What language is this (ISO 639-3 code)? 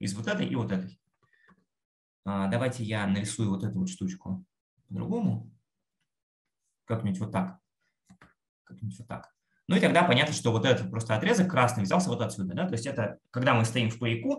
rus